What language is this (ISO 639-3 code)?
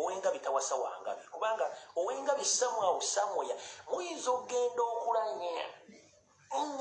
lug